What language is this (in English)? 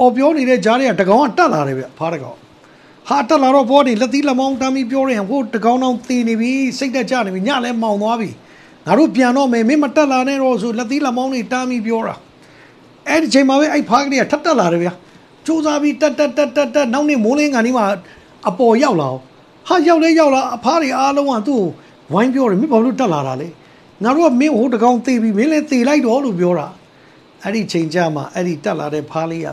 Burmese